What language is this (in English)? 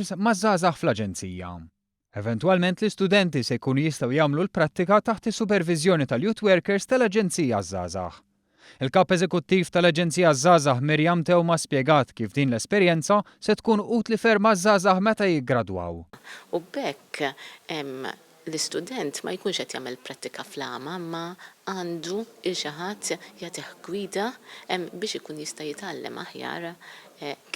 Maltese